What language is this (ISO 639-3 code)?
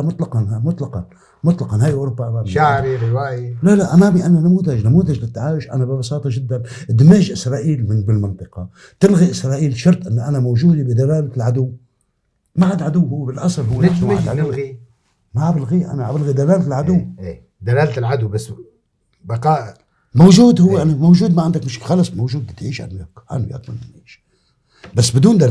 apc